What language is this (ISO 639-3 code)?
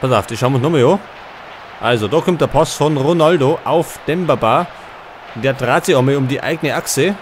bar